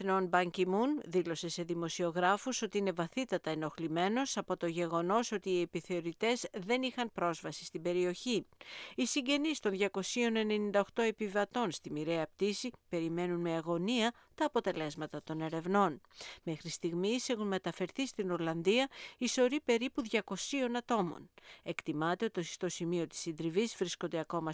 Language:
Greek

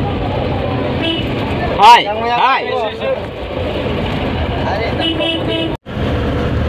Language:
Malay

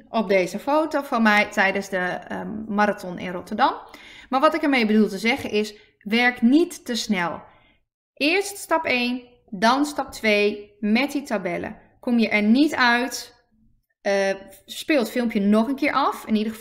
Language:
Dutch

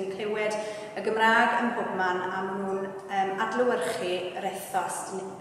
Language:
Welsh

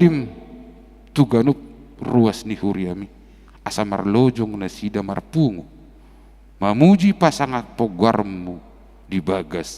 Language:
Batak Toba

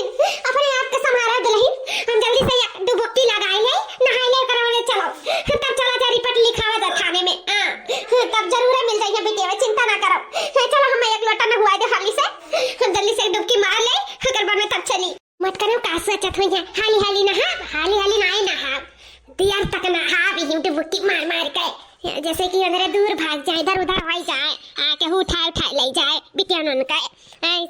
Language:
Awadhi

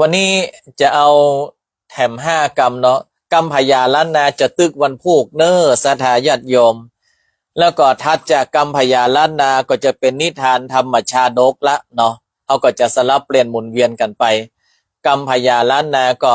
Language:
Northern Thai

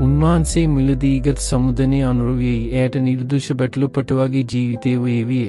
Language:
Sinhala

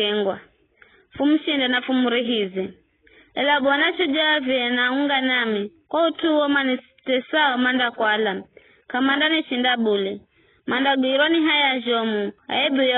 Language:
Giryama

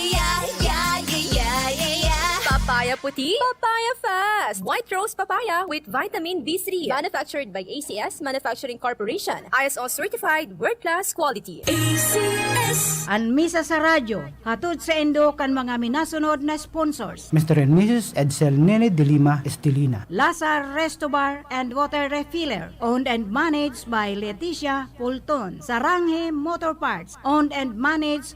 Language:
Bikol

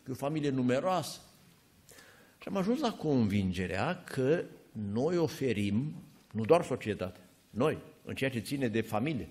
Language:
Romanian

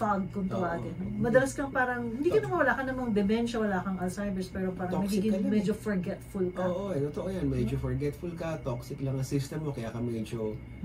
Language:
Filipino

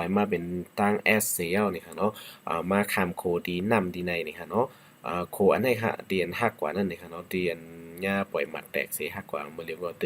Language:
Shan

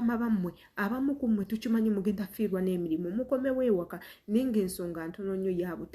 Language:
Ganda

